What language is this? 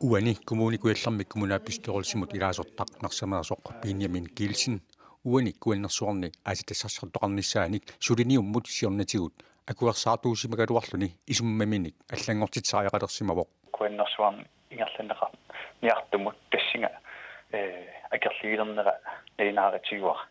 Kalaallisut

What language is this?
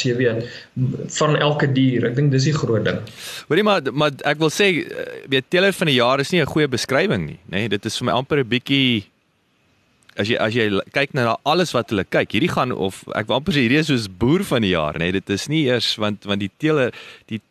Afrikaans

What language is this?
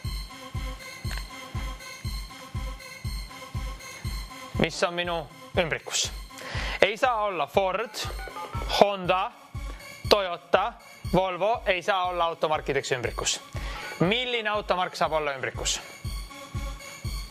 Estonian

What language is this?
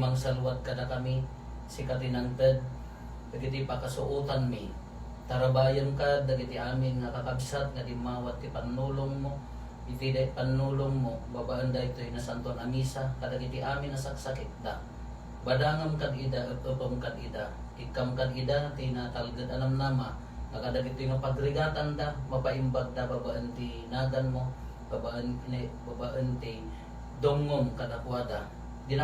Iloko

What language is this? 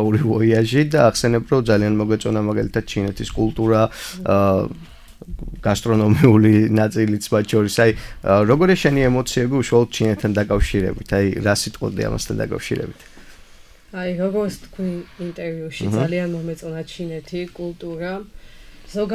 Georgian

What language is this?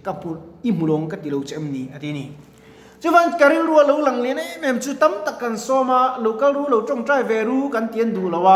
Mizo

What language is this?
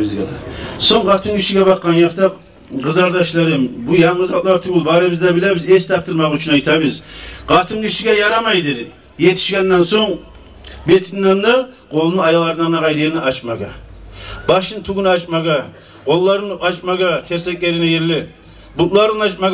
Kumyk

